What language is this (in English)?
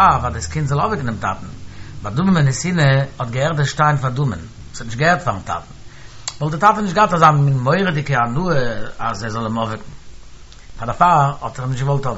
Yiddish